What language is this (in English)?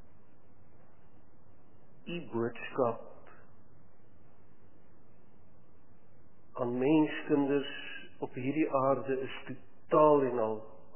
Afrikaans